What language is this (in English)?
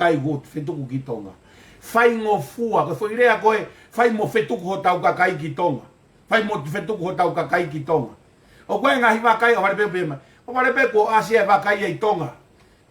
Tongan